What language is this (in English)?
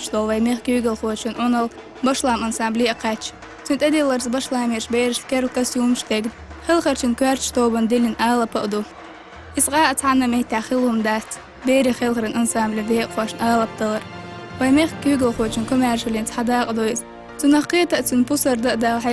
Chechen